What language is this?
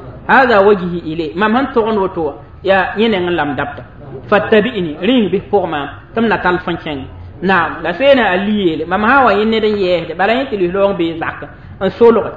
Mossi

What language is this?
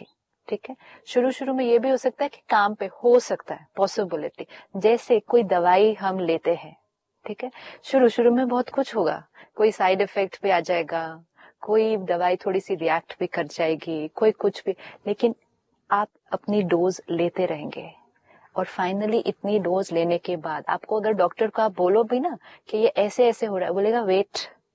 Hindi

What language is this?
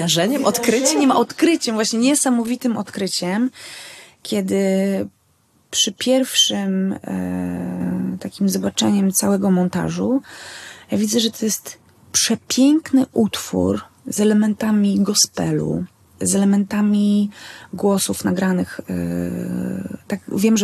Polish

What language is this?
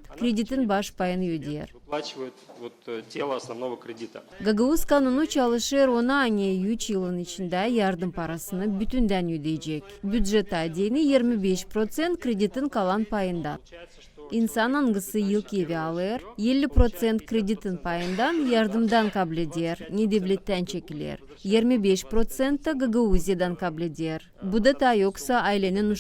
Gagauz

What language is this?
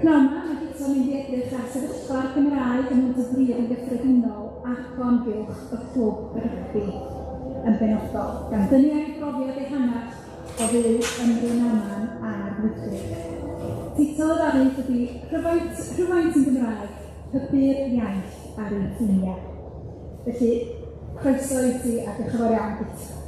Welsh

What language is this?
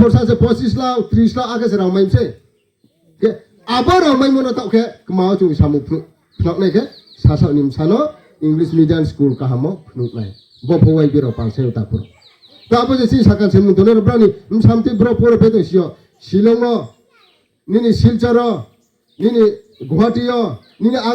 Riang (India)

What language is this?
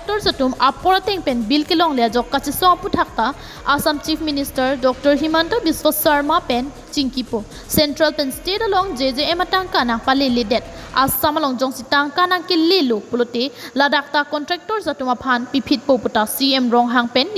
Karbi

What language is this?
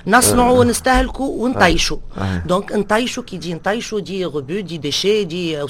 Tunisian Arabic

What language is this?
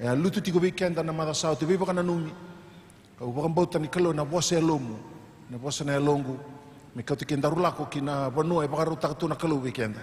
Fijian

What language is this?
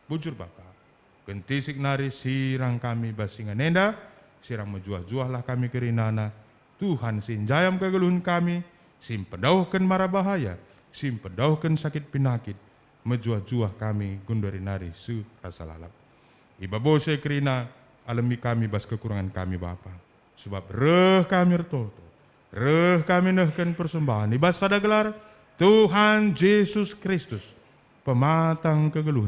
Batak Karo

